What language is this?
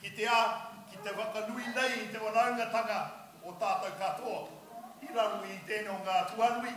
Māori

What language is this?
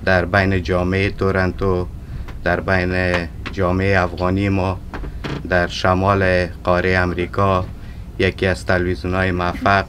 Persian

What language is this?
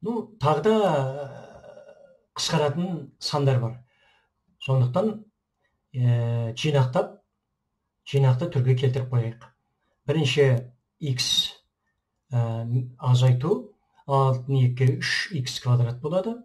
Kazakh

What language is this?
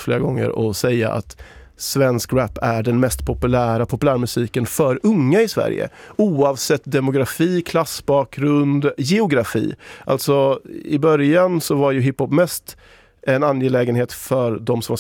Swedish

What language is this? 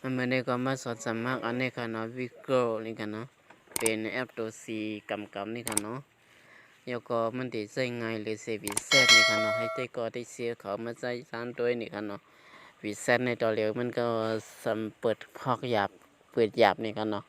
Shan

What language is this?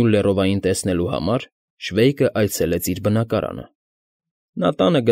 Armenian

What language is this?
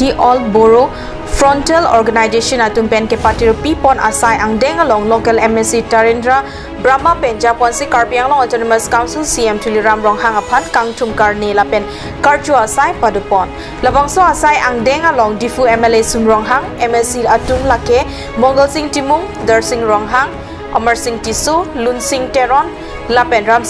Karbi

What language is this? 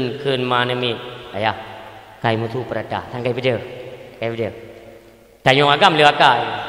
Achinese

